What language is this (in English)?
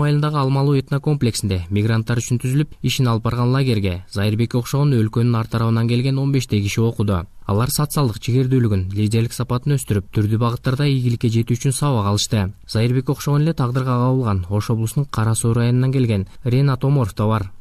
Kyrgyz